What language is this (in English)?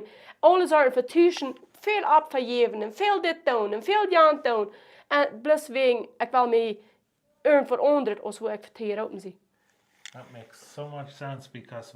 Plautdietsch